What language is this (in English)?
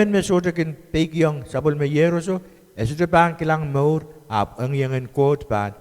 Pohnpeian